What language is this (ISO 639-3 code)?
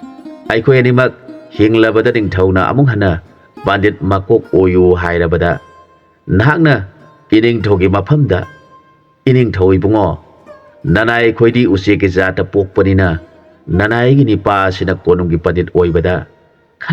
mni